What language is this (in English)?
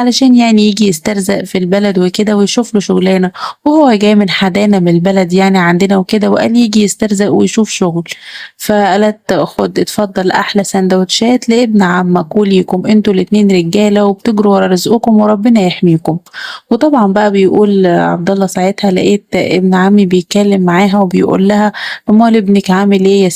Egyptian Arabic